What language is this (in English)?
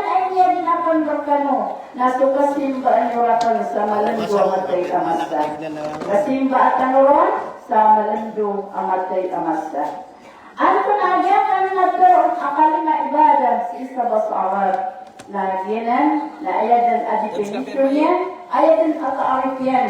Maranao